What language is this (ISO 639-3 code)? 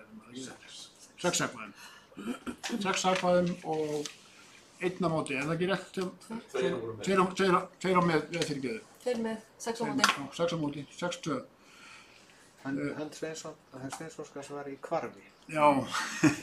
isl